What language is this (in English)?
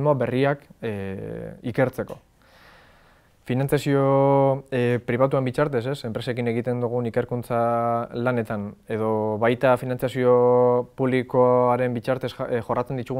Basque